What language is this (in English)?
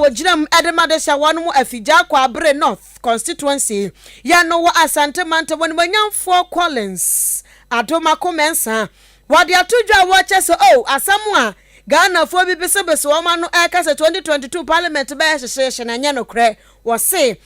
Akan